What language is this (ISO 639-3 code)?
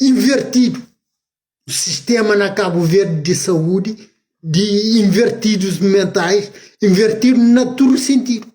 kea